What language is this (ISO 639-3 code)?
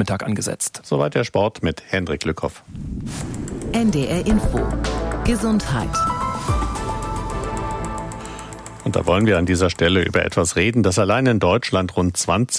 deu